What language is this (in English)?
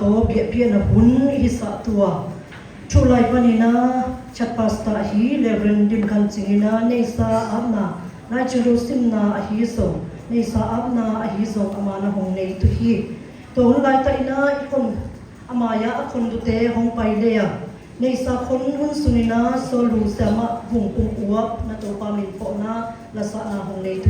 Siyin Chin